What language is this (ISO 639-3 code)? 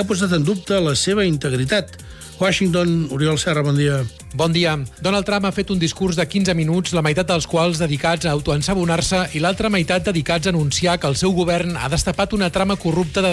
cat